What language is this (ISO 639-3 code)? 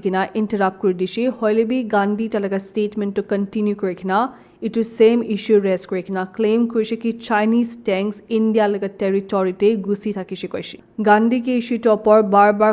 nag